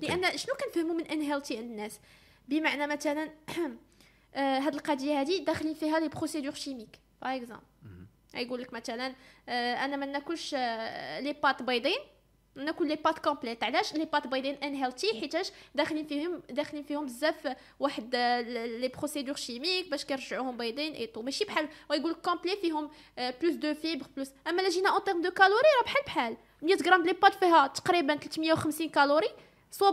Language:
Moroccan Arabic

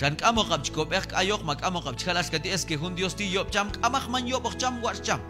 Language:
Q'anjob'al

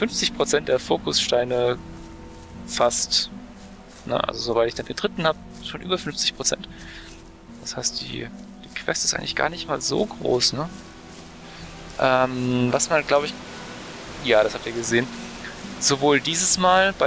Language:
German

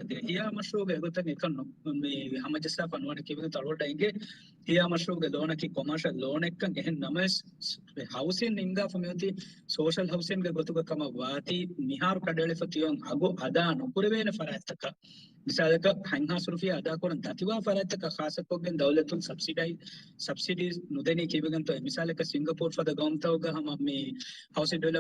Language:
Divehi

